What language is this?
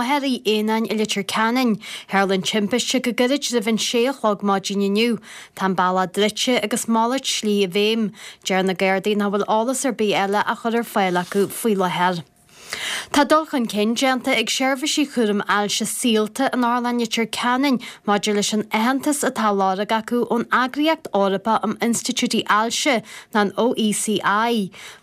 Irish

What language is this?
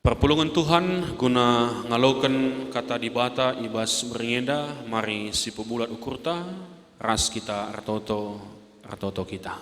Batak Karo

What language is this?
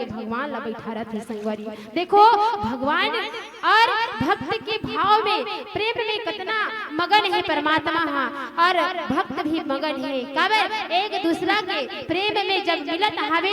Chhattisgarhi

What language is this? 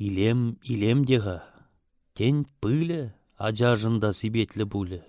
Chuvash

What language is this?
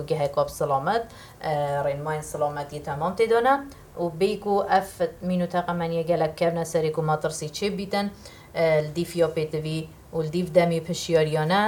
Kurdish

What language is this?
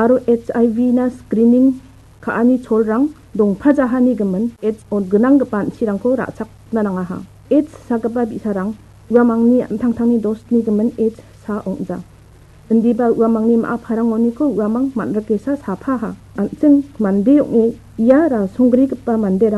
Garo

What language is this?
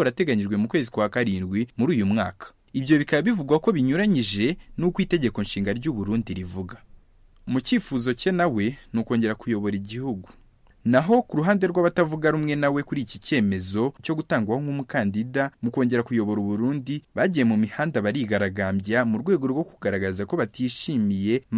Kinyarwanda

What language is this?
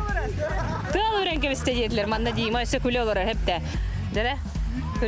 Yakut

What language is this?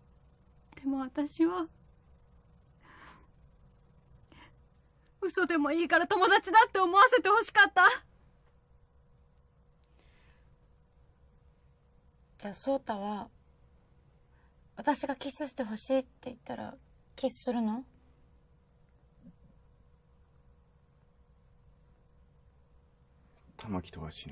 Japanese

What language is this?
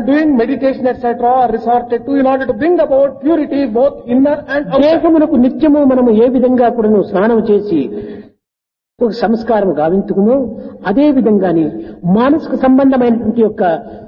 Telugu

